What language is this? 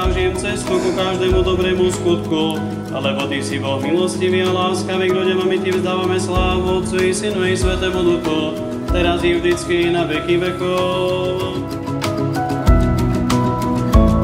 Slovak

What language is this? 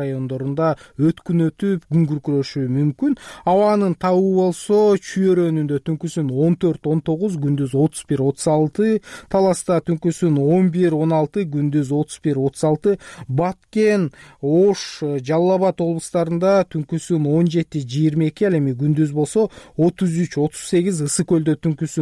Kyrgyz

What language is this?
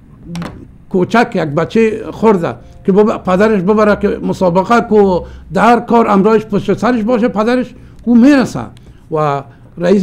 Persian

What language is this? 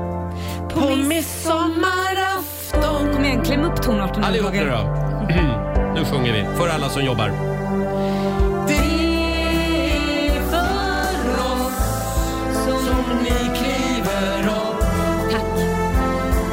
Swedish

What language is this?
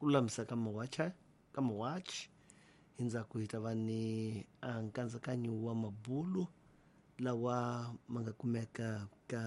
Tsonga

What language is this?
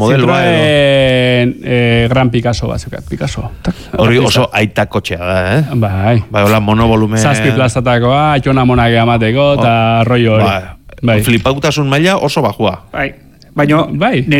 Basque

